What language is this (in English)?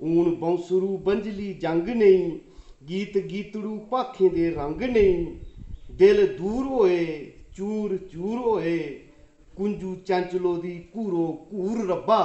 Dogri